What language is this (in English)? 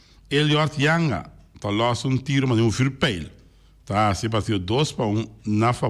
Papiamento